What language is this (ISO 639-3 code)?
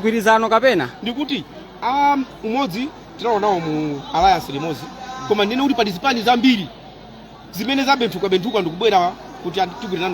nya